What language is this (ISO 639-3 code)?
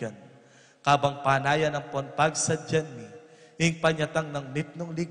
pam